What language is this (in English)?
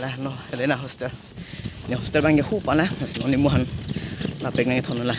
Karbi